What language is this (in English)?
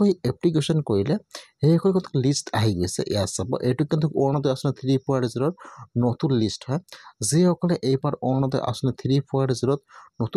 Assamese